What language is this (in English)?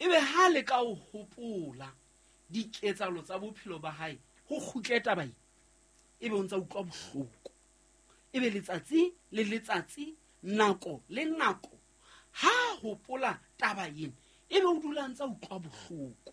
Southern Sotho